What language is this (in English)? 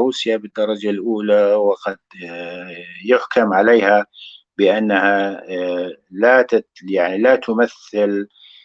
North Levantine Arabic